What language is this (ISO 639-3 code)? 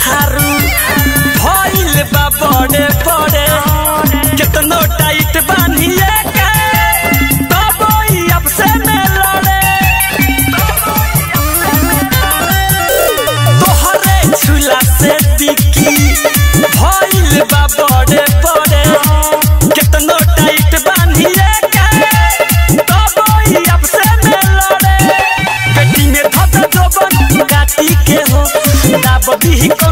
bho